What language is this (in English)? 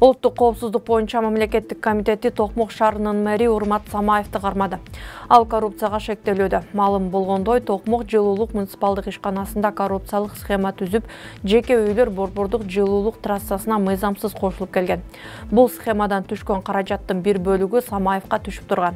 Kyrgyz